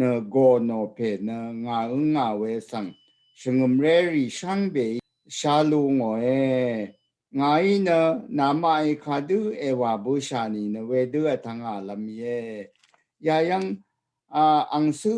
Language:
Rawang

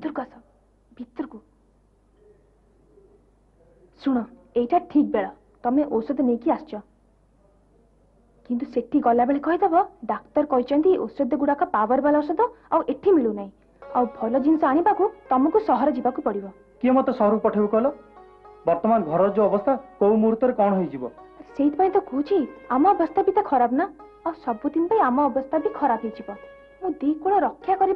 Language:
Odia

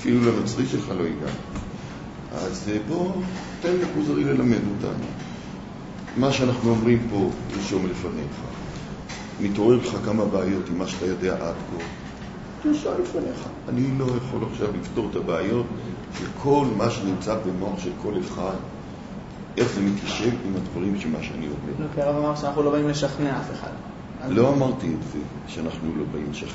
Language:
Hebrew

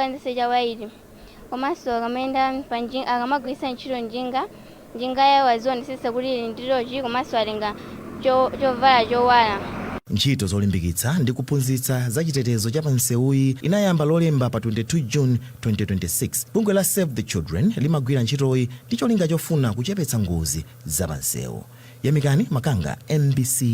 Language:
Nyanja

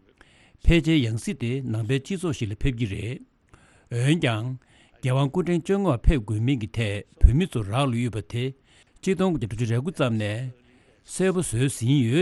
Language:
Tibetan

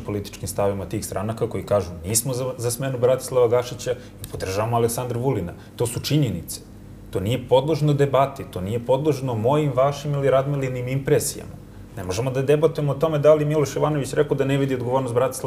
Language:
Serbian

